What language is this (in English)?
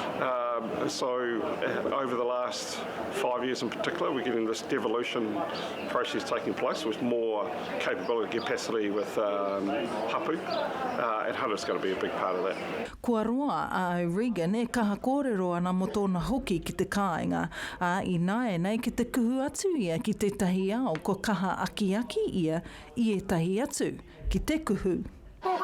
Māori